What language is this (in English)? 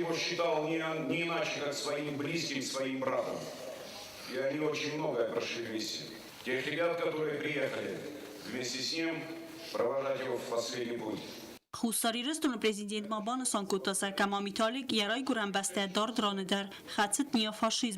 Ossetic